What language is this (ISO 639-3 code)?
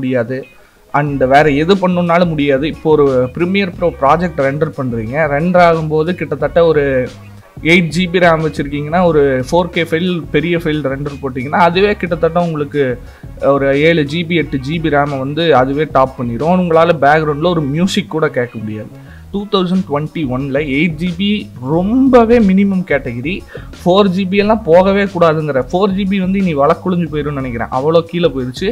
tam